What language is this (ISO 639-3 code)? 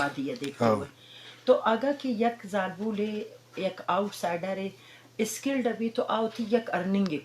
bgp